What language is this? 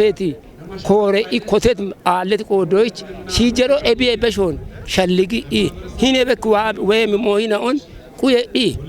Kafa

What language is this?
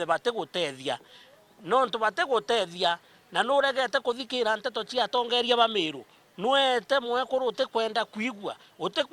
Meru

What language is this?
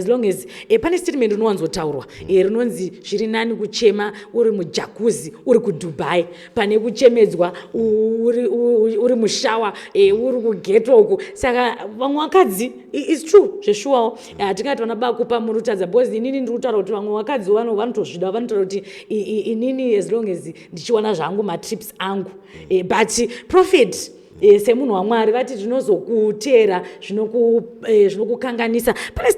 Shona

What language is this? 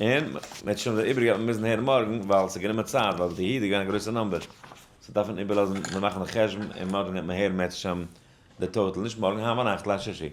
Yiddish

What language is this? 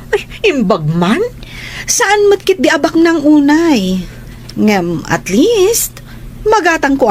Iloko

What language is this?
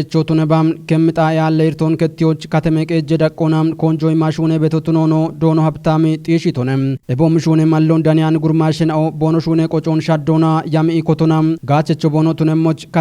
Kafa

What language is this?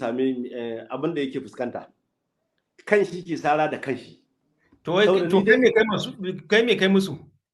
Hausa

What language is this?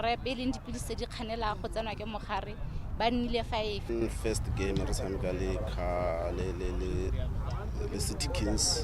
Tswana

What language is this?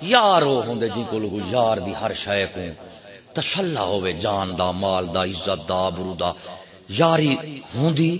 Saraiki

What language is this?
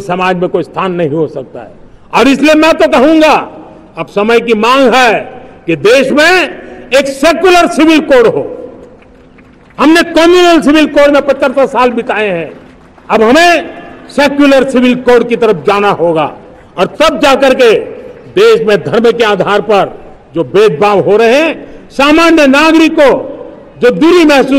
Hindi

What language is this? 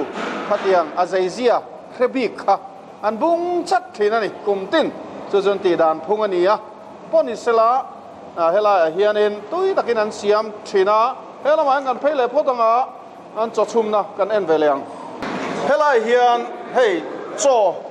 Mizo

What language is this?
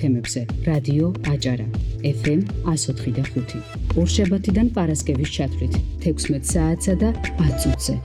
Georgian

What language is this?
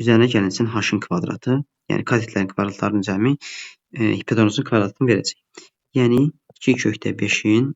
Azerbaijani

